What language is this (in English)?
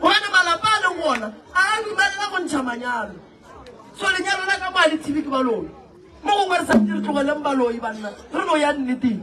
Northern Sotho